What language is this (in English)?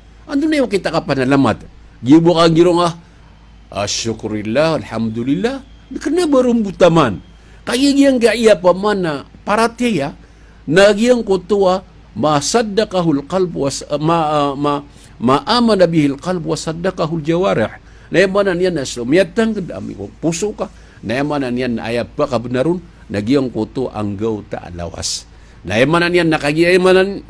Maranao